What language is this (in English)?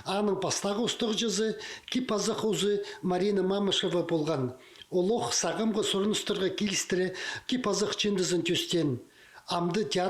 Khakas